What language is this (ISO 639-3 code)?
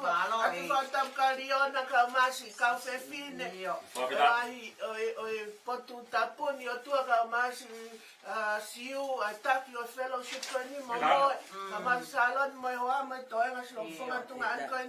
ton